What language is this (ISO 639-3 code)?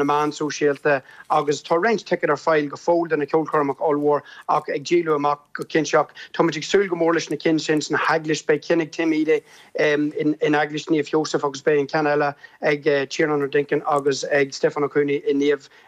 gle